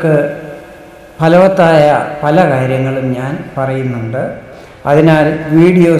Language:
Malayalam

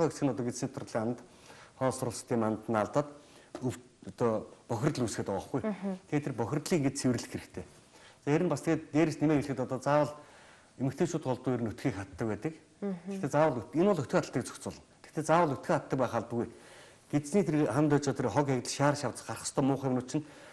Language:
Mongolian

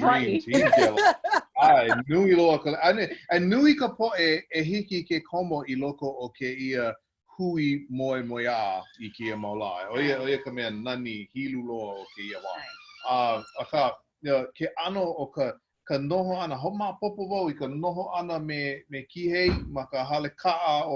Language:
Hawaiian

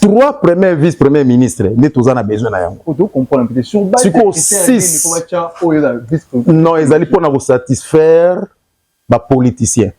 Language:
Lingala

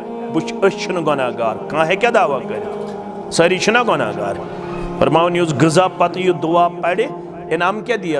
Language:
Kashmiri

